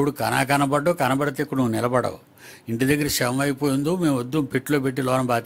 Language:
Telugu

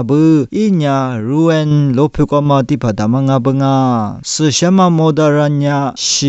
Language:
Lisu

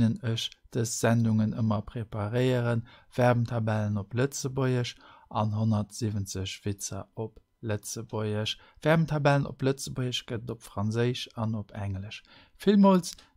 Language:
Luxembourgish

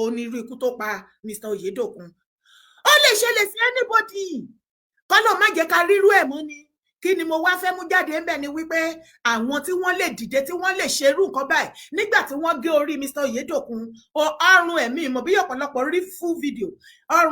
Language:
Yoruba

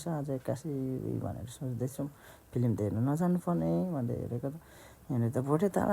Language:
Nepali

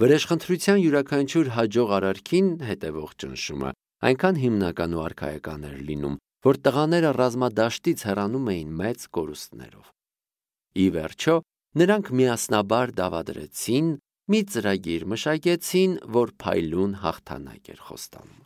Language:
Armenian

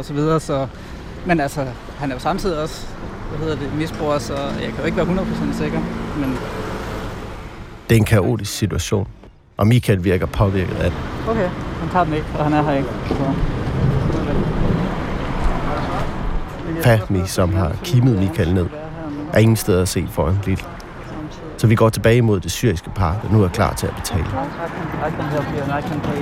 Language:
Danish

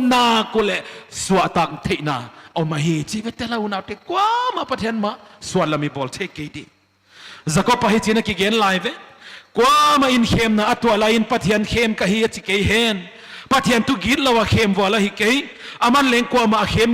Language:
Paite Chin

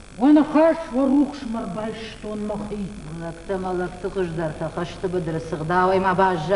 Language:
Ossetic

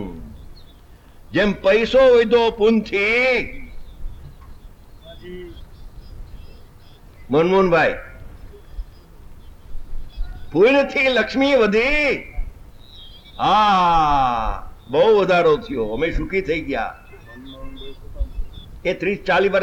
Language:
Gujarati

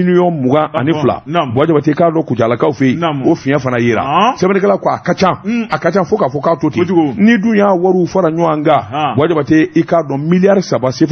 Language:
Bambara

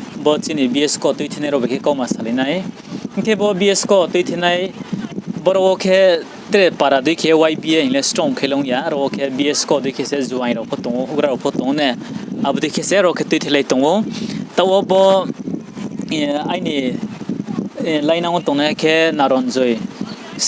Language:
Riang (India)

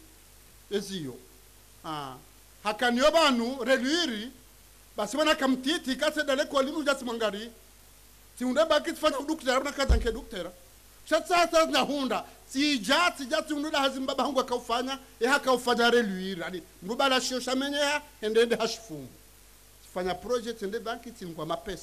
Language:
Ngazidja Comorian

